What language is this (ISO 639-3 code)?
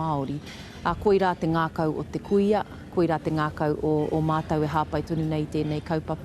mri